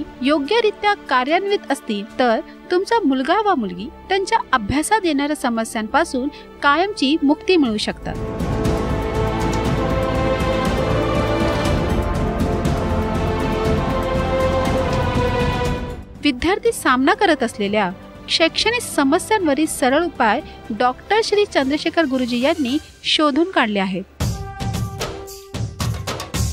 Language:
Marathi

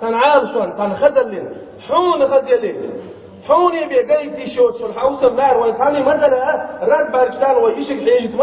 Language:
Chechen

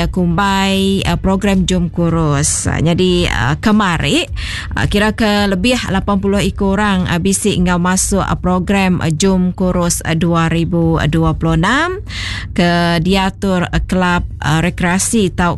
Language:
Iban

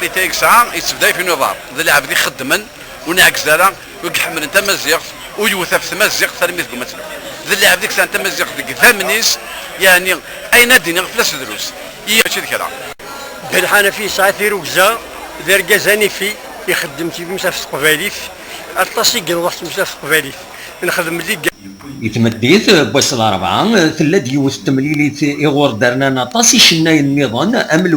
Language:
Kabyle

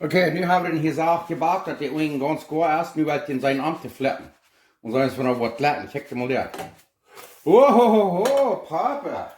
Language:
Plautdietsch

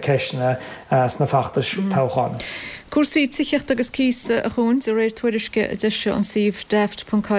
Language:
Irish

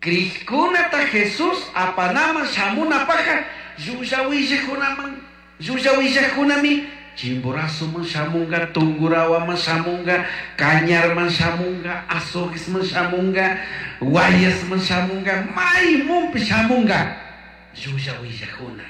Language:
Chimborazo Highland Quichua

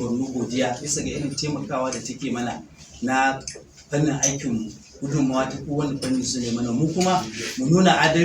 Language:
Hausa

